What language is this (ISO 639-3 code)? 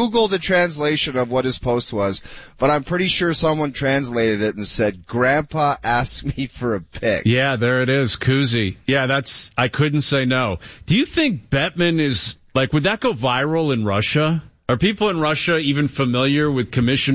eng